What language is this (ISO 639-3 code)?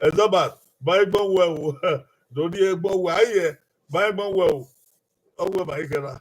bin